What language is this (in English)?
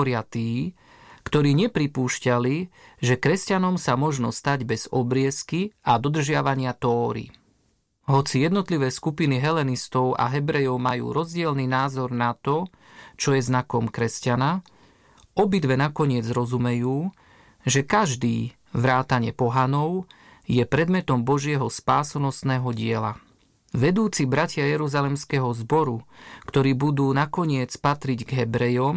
Slovak